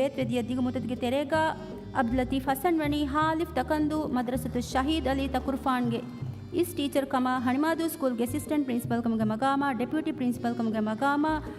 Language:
Divehi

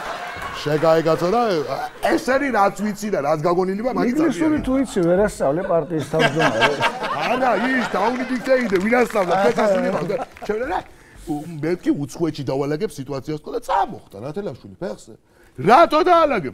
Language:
Georgian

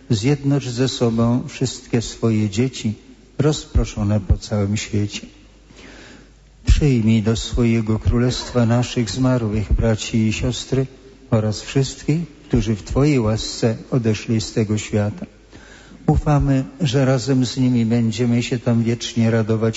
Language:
Polish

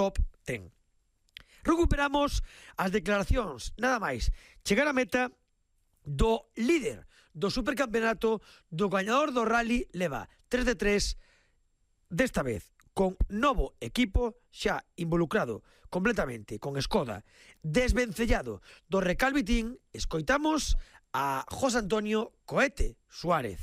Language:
Galician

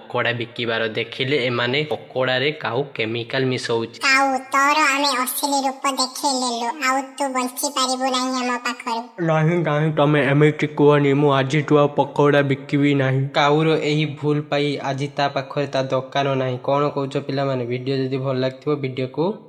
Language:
Odia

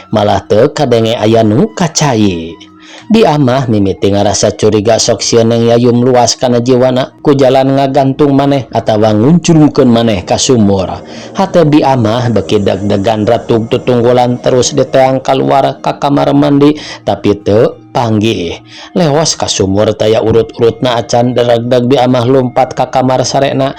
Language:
Sundanese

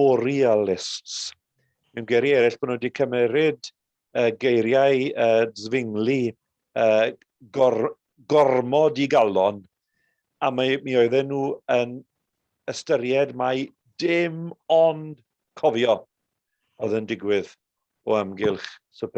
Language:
Welsh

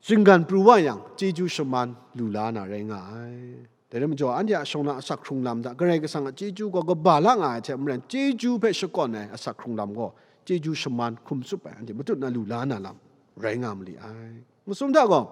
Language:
Kachin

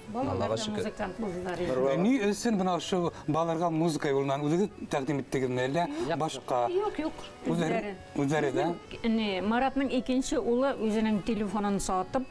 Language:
Bashkir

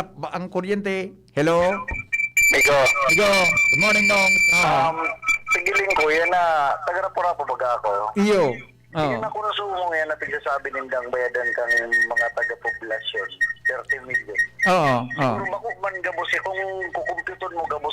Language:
Bikol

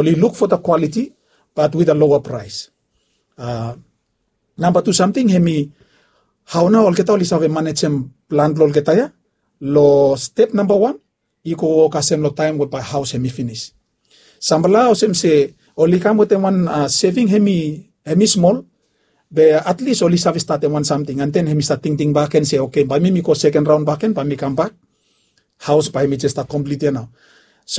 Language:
Bislama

